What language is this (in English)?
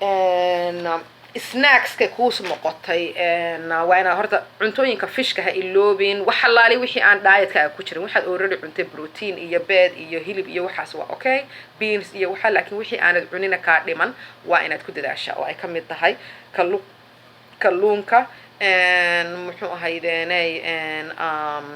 Somali